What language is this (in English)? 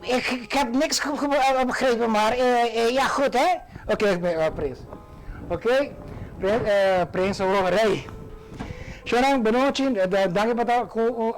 Papiamento